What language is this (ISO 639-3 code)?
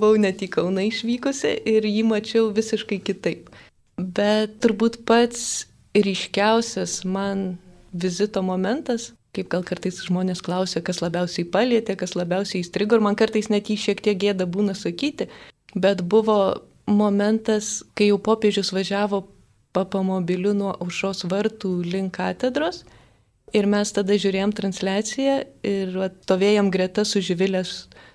lit